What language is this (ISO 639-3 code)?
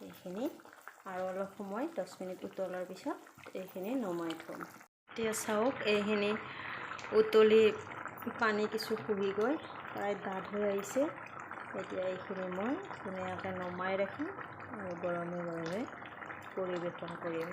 asm